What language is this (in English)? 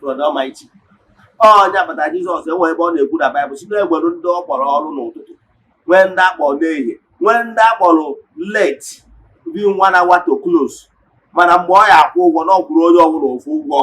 Igbo